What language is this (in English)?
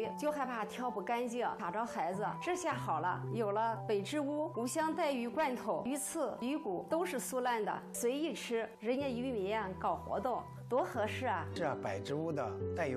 Chinese